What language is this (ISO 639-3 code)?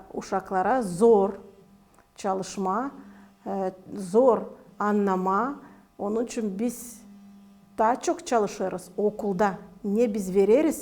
gag